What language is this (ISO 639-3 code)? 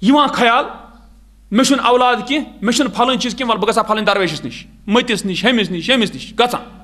kas